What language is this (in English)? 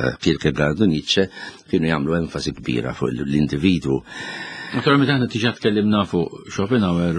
Maltese